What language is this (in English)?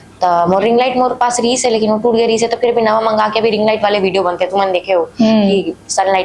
Chhattisgarhi